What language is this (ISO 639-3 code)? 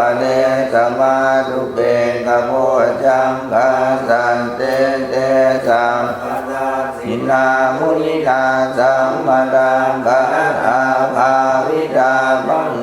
pli